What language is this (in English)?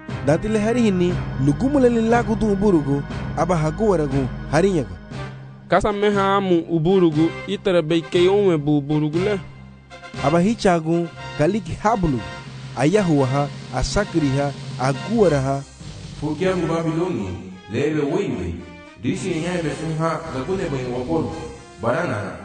Garifuna